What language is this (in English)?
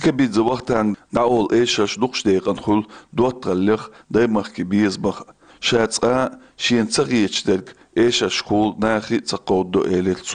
Chechen